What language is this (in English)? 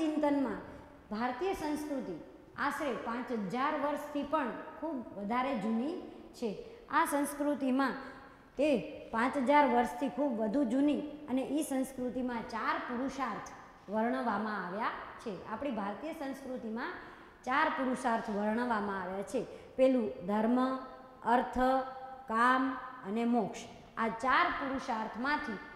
Gujarati